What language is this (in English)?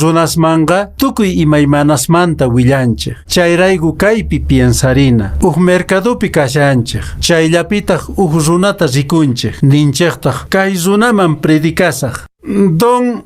Quechua